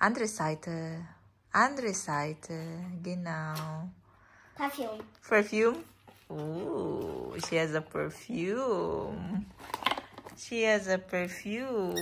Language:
Cebuano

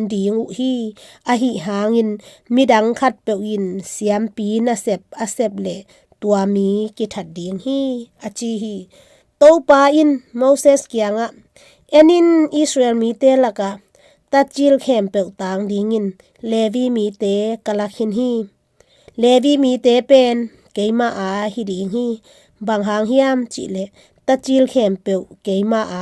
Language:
Tedim Chin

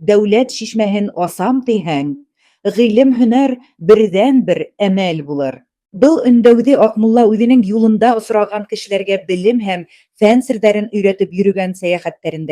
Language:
Bashkir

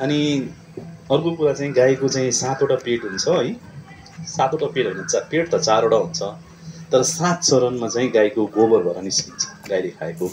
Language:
Nepali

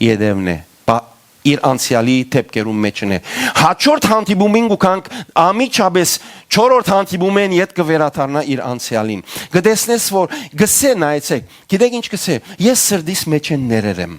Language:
Western Armenian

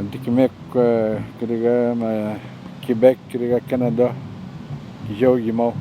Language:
Atikamekw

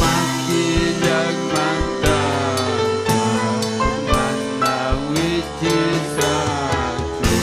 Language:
Ayacucho Quechua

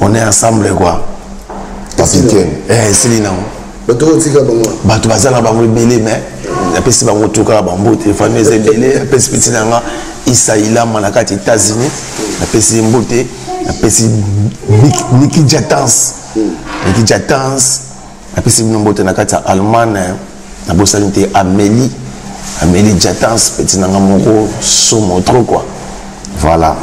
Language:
Lingala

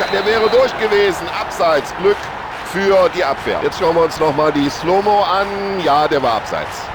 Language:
Bavarian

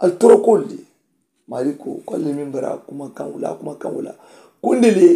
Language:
Mandingo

